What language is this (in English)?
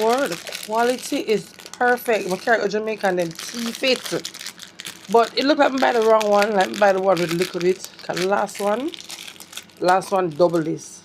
Jamaican Creole English